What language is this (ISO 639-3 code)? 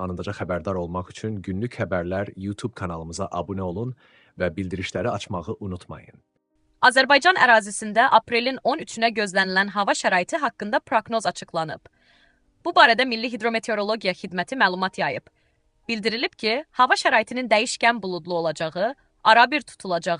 aze